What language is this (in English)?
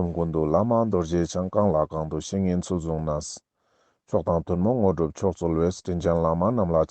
Ladakhi